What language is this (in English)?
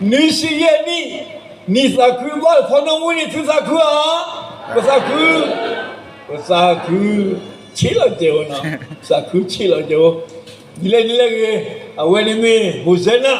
S'gaw Karen